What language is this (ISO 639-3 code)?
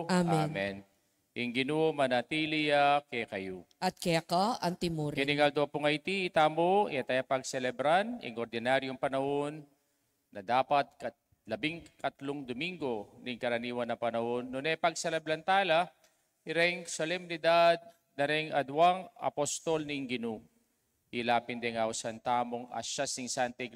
pam